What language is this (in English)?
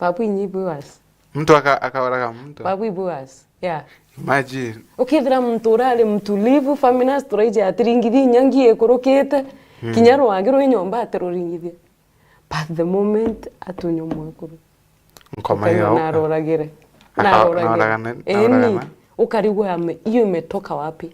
Meru